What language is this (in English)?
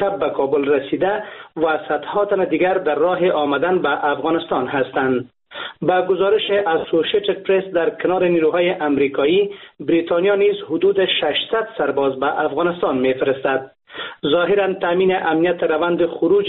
Persian